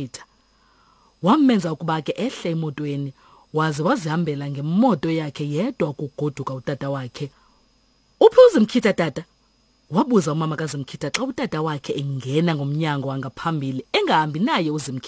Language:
Xhosa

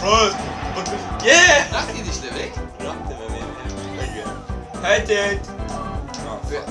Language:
Faroese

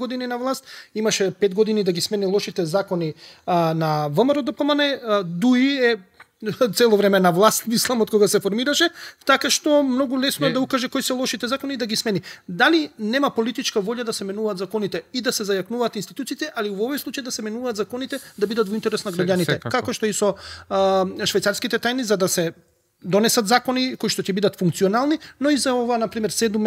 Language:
Macedonian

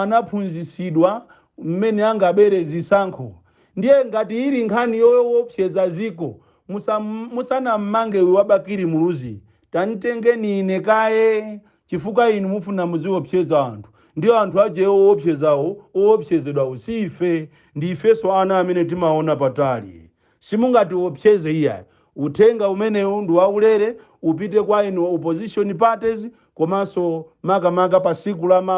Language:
Nyanja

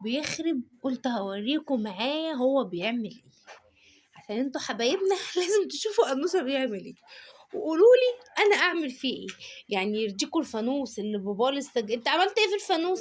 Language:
Egyptian Arabic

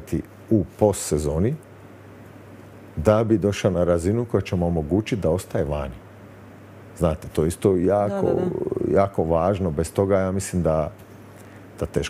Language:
Croatian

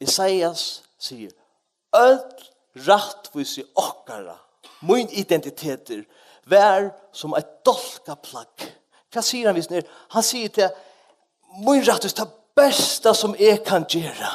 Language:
Faroese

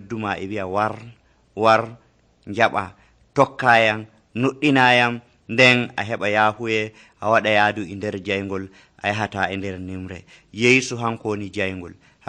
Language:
Nigerian Fulfulde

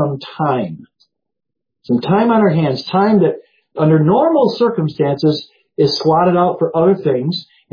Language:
English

